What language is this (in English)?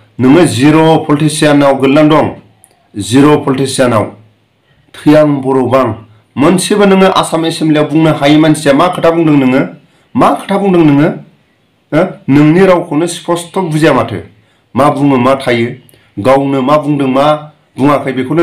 Bodo